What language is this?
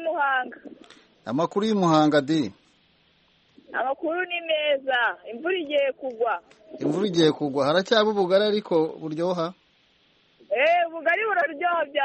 Kinyarwanda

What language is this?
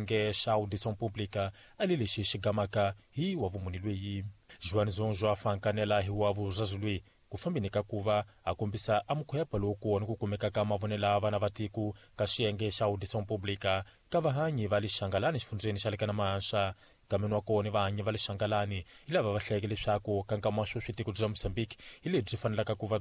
Tsonga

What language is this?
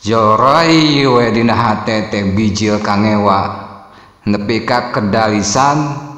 Sundanese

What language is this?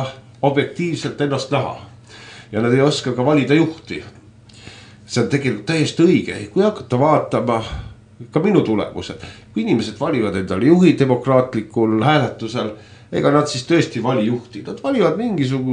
Estonian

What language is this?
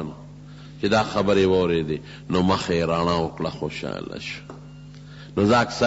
Pashto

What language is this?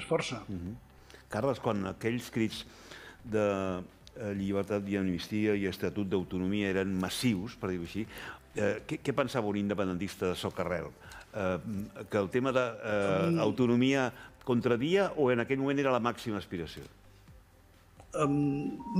Catalan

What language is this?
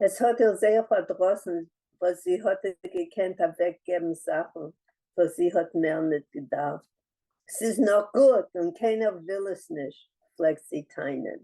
Yiddish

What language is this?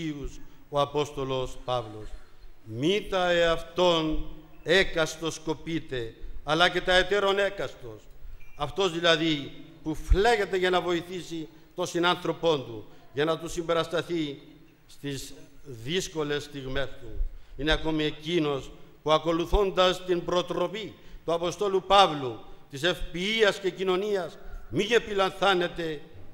Greek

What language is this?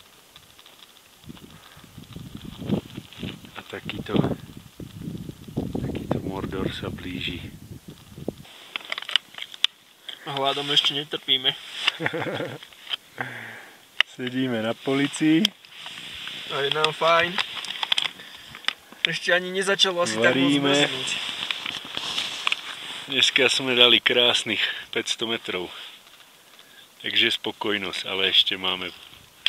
Slovak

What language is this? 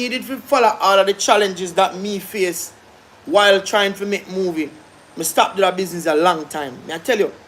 Jamaican Creole English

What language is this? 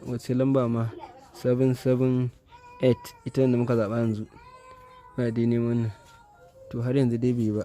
Hausa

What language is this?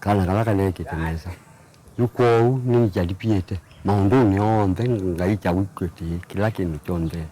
Kamba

